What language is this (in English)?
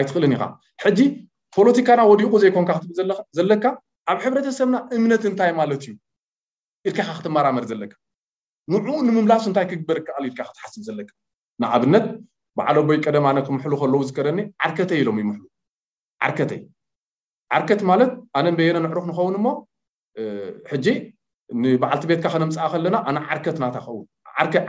Tigrinya